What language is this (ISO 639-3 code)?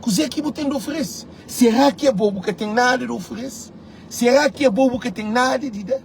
kea